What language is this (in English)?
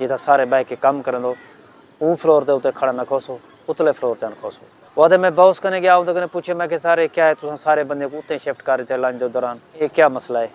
Saraiki